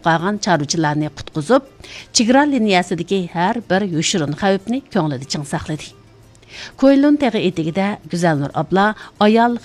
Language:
Uyghur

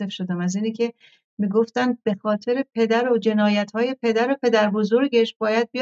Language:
Persian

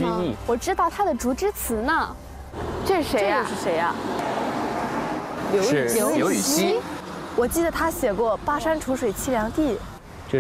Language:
Chinese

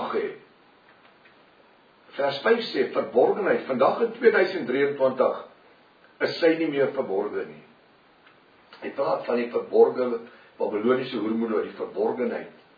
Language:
Afrikaans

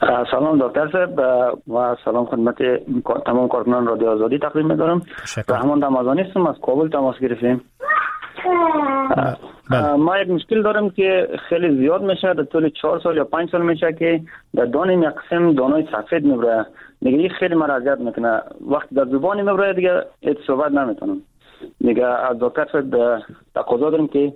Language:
Persian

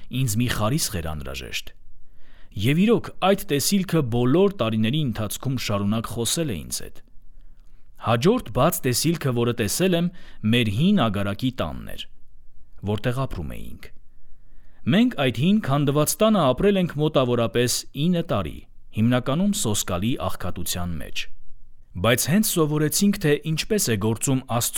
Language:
Armenian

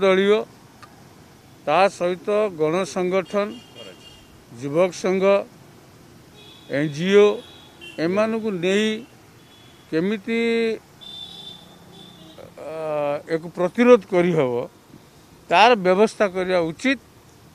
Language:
Odia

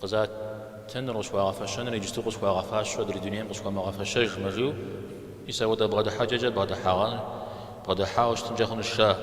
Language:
Kabardian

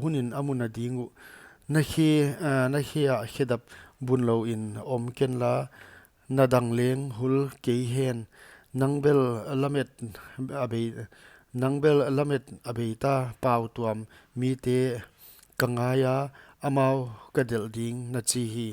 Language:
Paite Chin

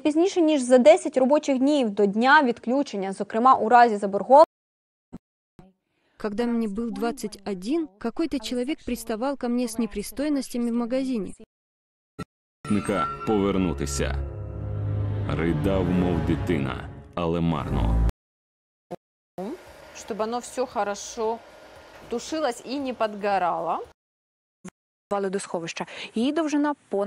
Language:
Ukrainian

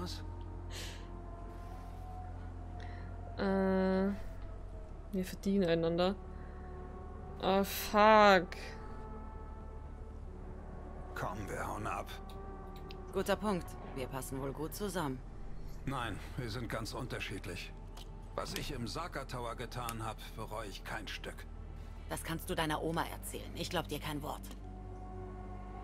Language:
German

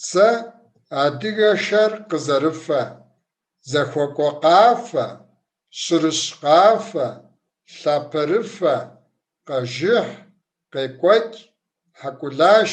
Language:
Kabardian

